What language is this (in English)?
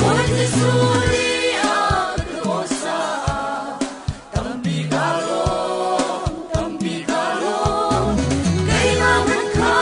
Falam Chin